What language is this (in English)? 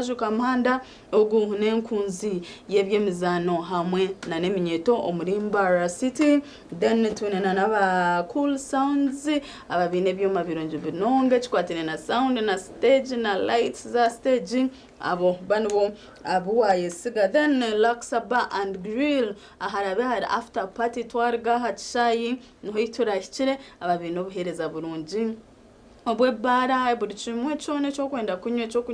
Nyankole